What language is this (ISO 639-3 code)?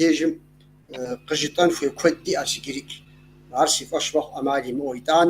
kbd